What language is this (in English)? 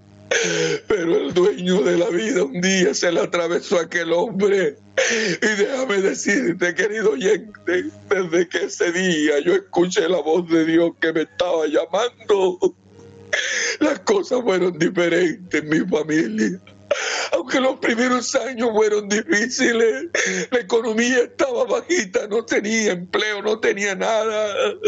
Spanish